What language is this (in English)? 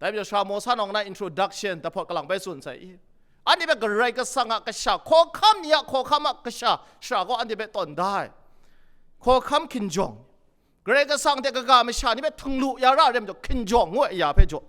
Kachin